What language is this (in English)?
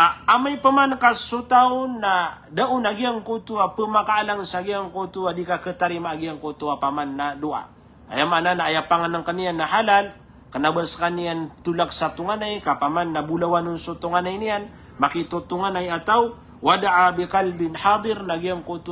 Maranao